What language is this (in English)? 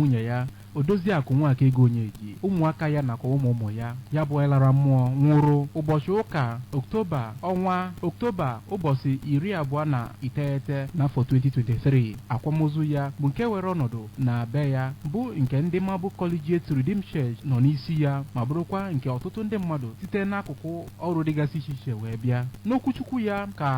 Igbo